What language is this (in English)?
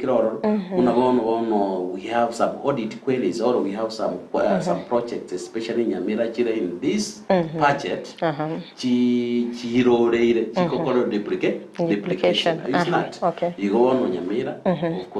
Gusii